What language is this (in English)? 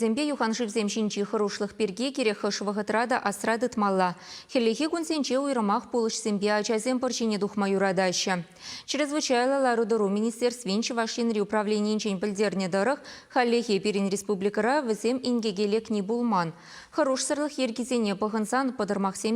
Chuvash